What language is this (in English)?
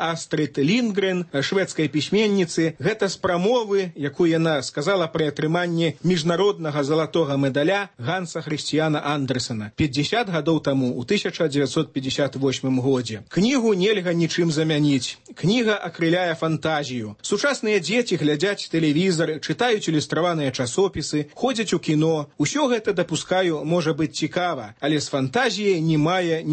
Belarusian